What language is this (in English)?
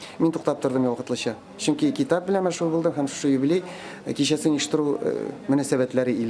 Tatar